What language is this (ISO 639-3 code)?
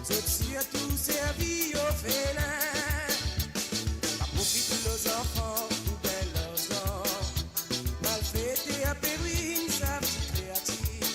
mfe